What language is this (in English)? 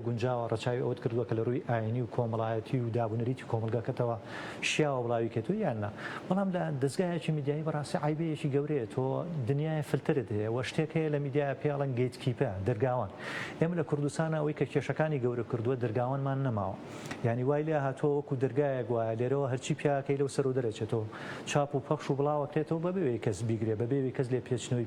Central Kurdish